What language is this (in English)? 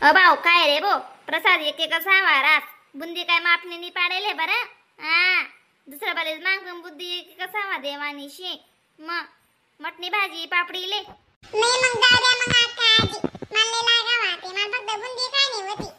Khandesi